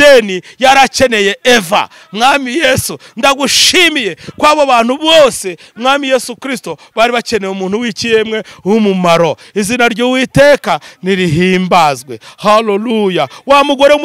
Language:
Kinyarwanda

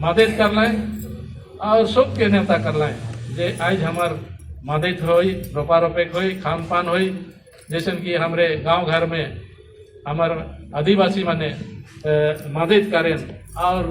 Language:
Sadri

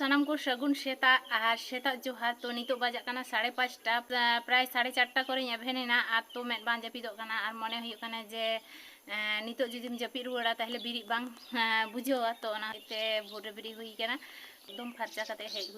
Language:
Santali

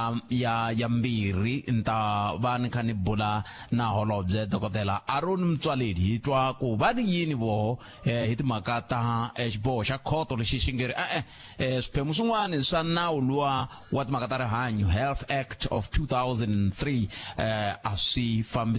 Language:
Tsonga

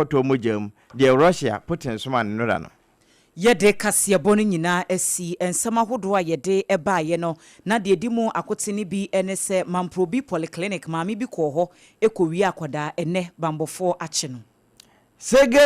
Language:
Akan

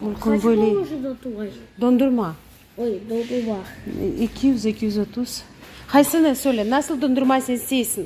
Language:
Crimean Tatar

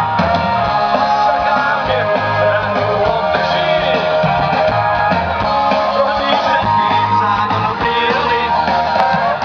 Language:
Slovak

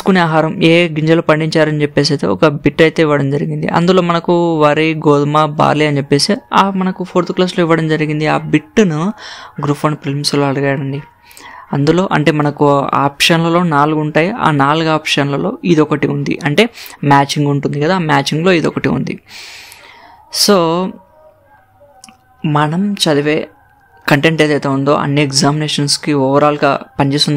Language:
Telugu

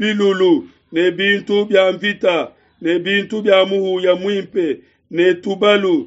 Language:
Luba-Lulua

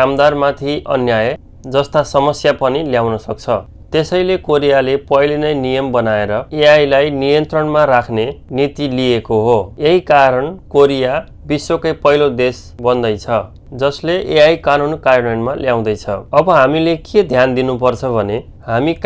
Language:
Nepali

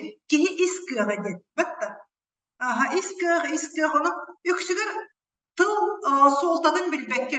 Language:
Yakut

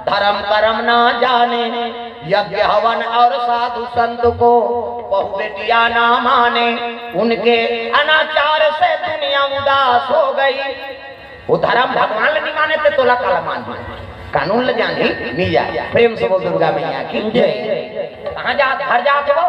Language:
Chhattisgarhi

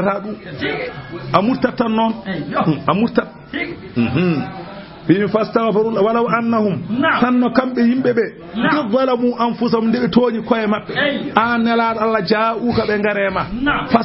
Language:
Fula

